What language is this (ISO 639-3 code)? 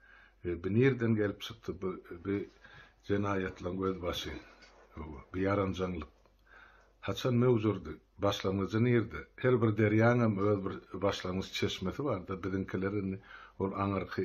tuk